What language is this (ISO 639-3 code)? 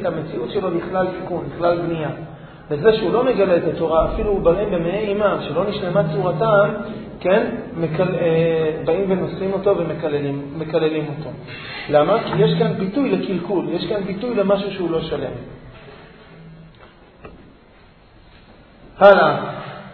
heb